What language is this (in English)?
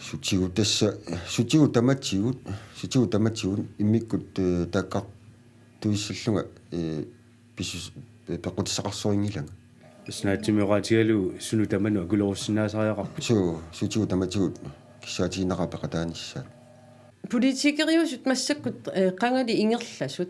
Kalaallisut